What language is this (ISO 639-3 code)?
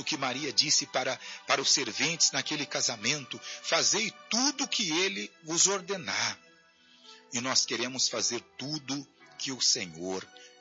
por